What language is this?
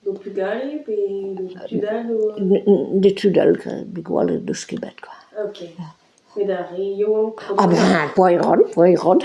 Breton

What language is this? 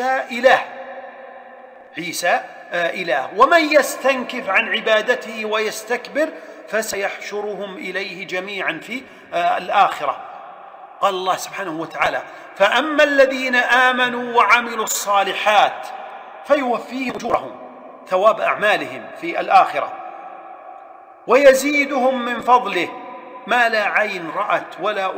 Arabic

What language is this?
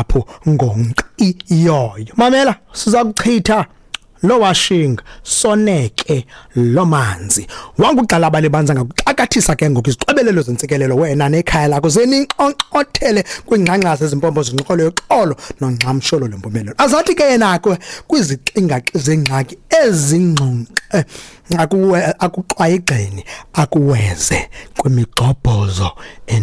Xhosa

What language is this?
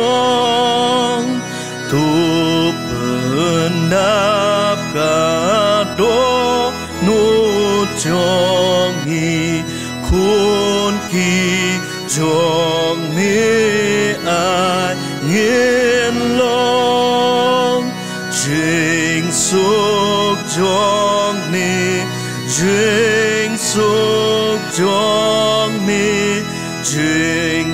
Khasi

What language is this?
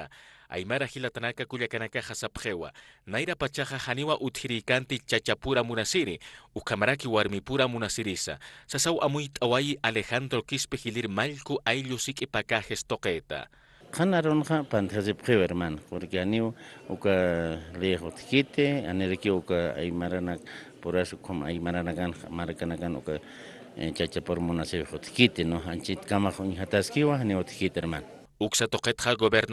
Aymara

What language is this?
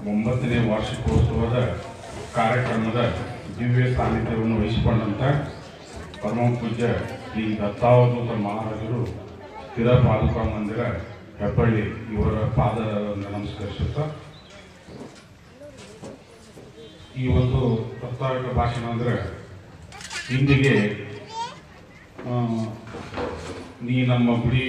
Kannada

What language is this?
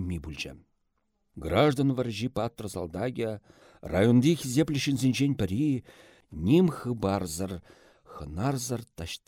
Chuvash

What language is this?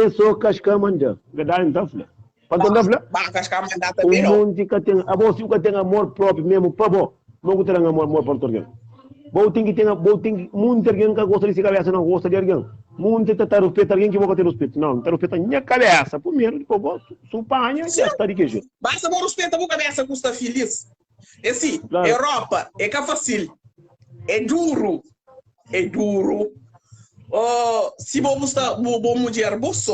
Kabuverdianu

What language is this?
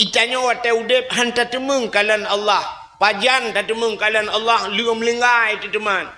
Achinese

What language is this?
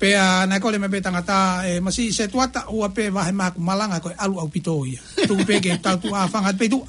Tongan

